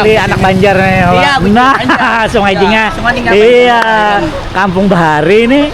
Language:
Banjar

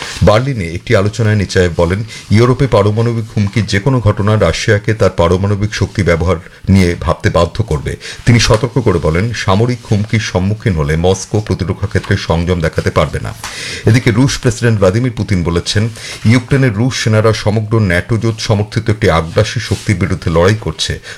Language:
Bangla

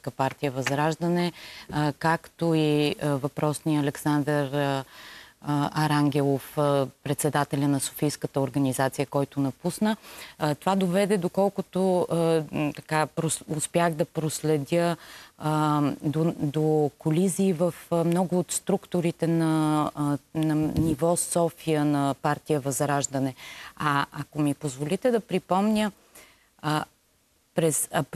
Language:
Bulgarian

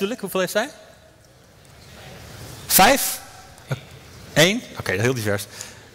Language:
Dutch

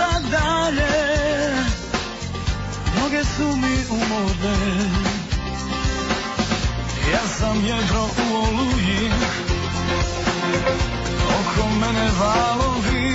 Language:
Croatian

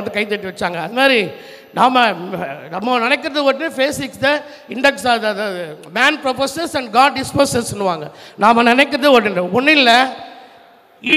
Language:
Tamil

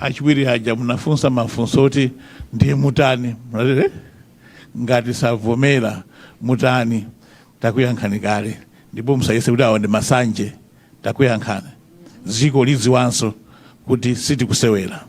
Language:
Nyanja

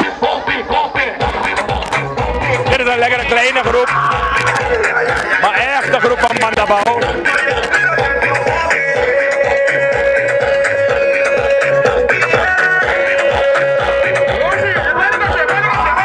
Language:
Dutch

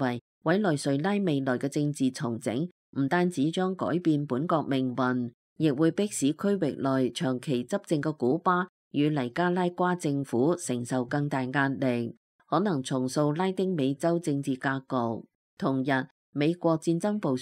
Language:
Cantonese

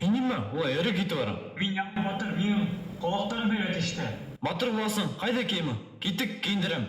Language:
Bashkir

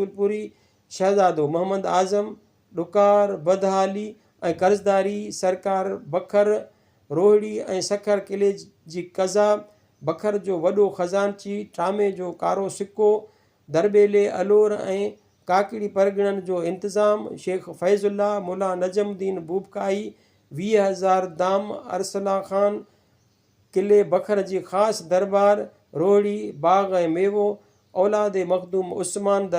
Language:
Sindhi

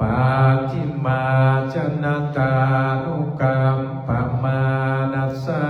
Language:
Pali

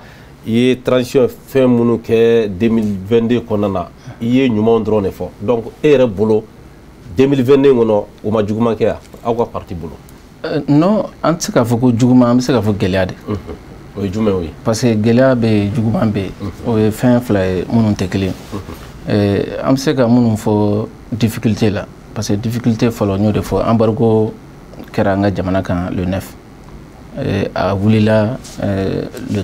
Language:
Bambara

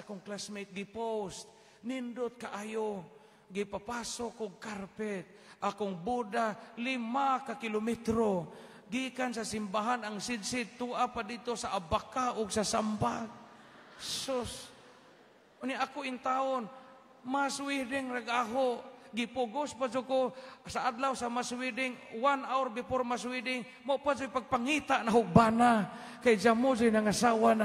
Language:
Cebuano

